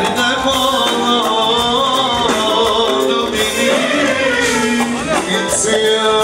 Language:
Turkish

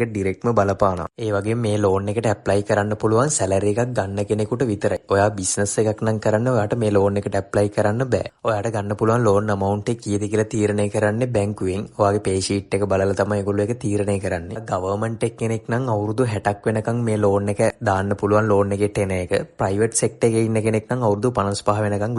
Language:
Sinhala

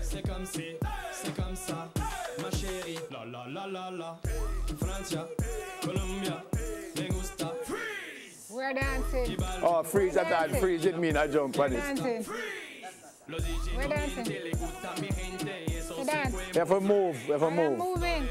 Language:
Jamaican Creole English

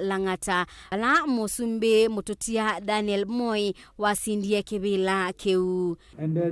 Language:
Kamba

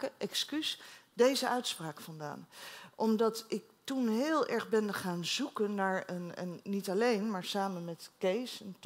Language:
Dutch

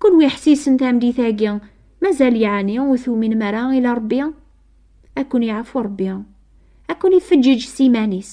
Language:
Kabyle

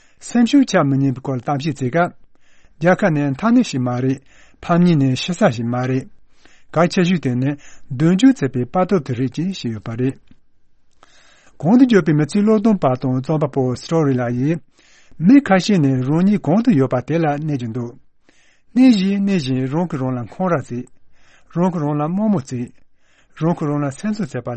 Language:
Tibetan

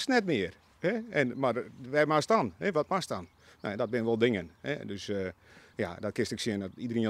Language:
Western Frisian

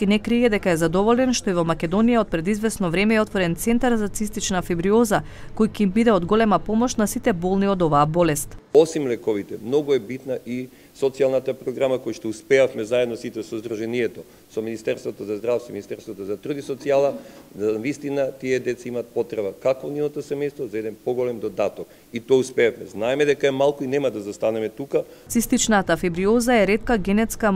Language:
Macedonian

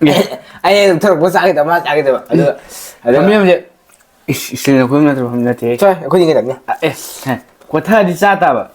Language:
Manipuri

